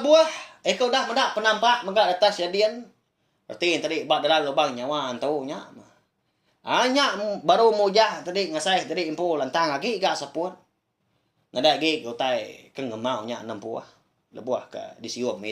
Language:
Iban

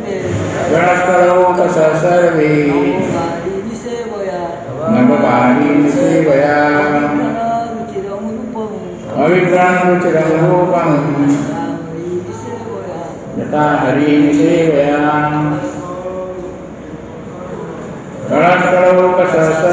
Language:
Odia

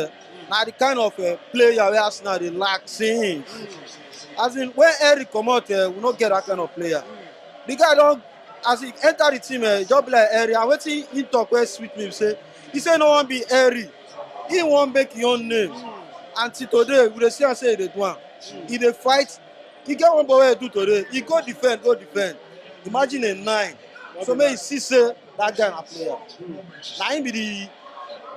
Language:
Nigerian Pidgin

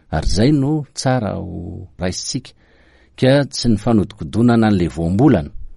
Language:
Malagasy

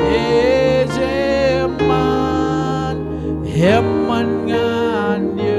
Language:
Marshallese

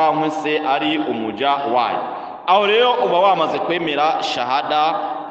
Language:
Rundi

